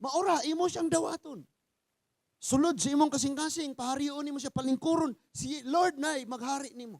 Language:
Cebuano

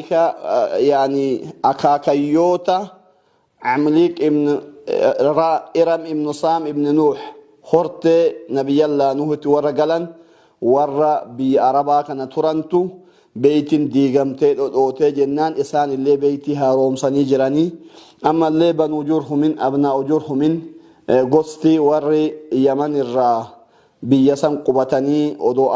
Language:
Oromo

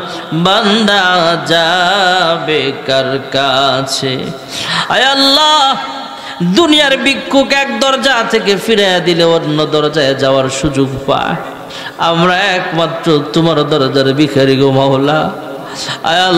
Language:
Bangla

